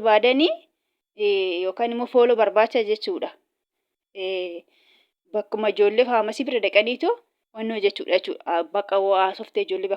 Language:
Oromo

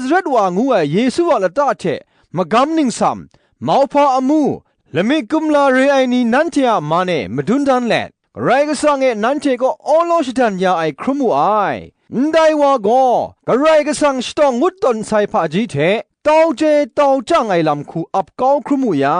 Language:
Kachin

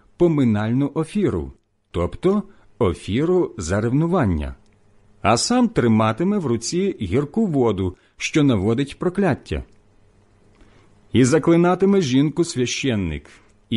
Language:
Ukrainian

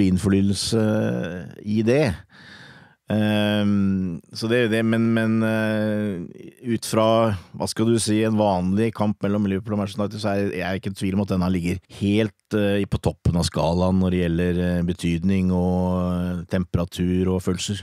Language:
Norwegian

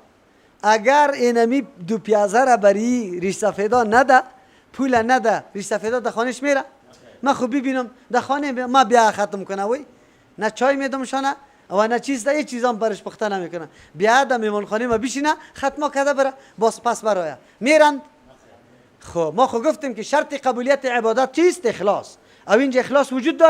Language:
Persian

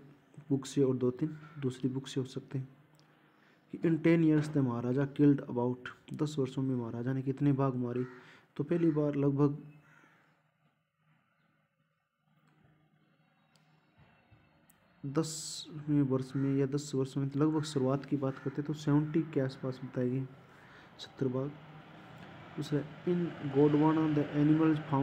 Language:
Hindi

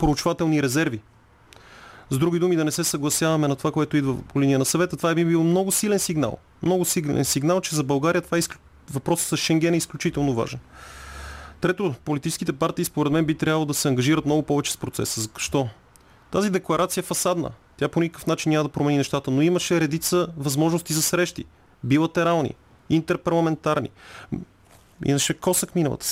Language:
Bulgarian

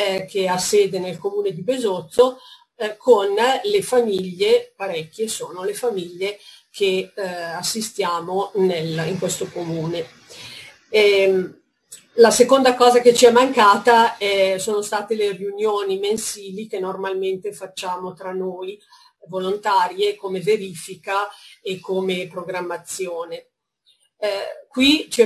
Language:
Italian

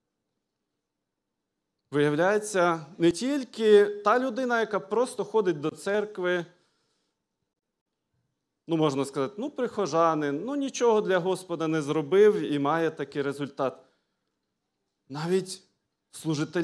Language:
Ukrainian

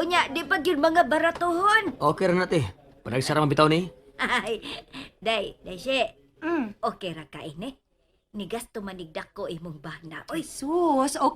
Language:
Cebuano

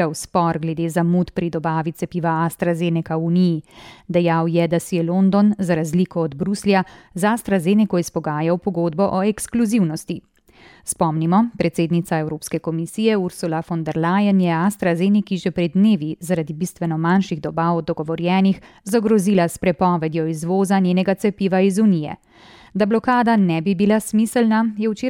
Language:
Slovenian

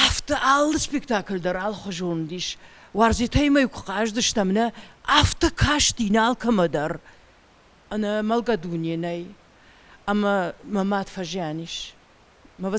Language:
Ossetic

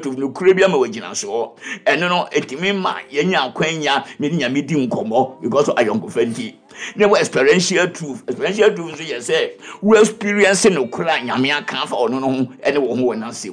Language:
Akan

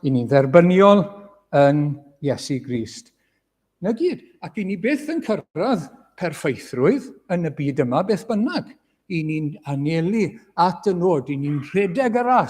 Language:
Welsh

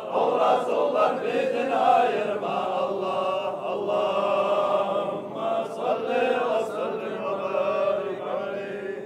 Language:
Kumyk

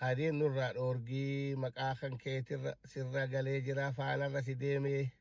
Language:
Oromo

